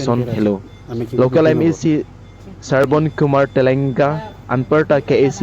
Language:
Karbi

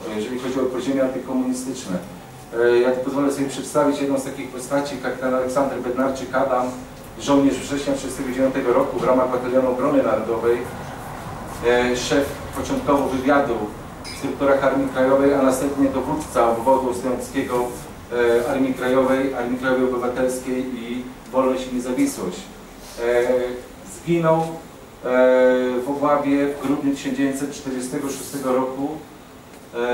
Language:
Polish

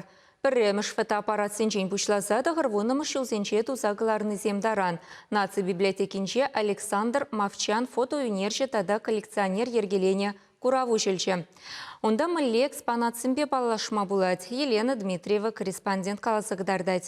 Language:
Chuvash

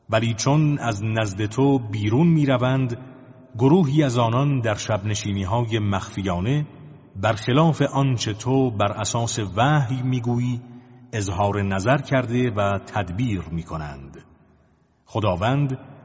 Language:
Persian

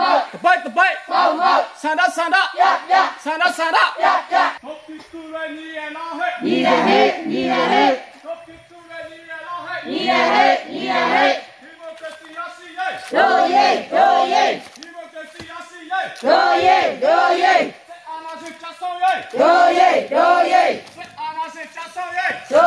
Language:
Burmese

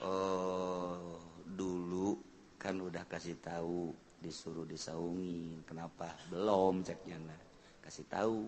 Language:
Sundanese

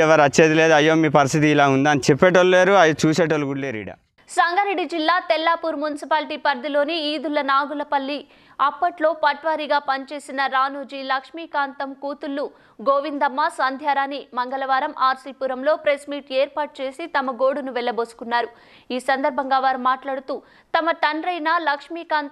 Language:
Telugu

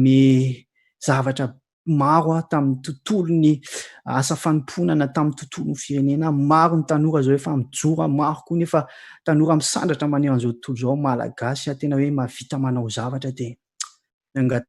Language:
Malagasy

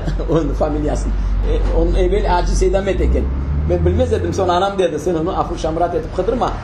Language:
Crimean Tatar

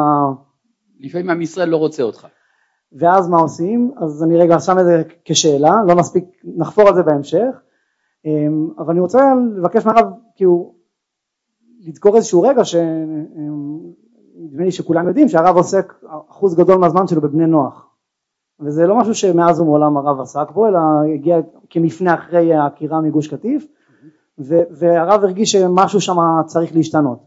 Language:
Hebrew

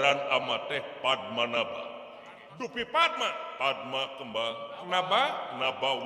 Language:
Sundanese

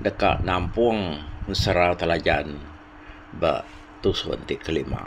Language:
Iban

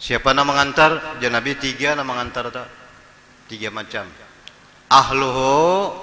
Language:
Banjar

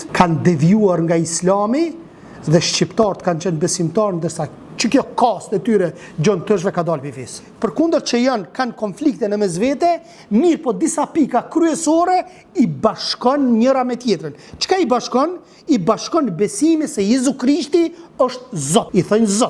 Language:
Albanian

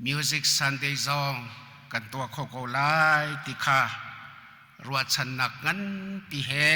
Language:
Hakha Chin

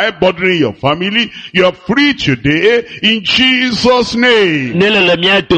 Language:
Ewe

